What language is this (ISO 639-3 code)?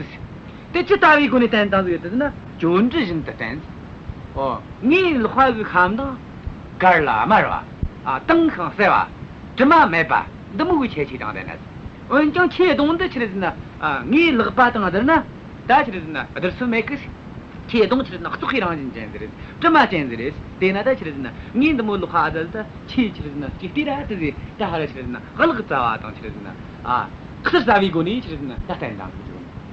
bod